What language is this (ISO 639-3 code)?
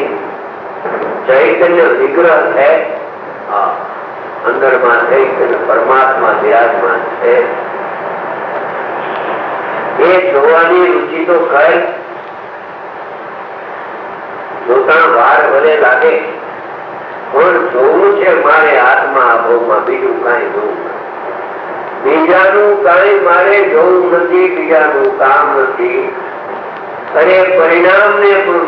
guj